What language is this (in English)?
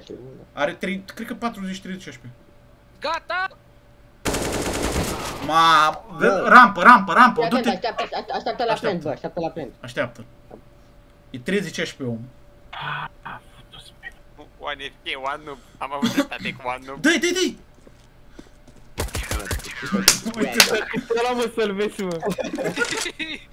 Romanian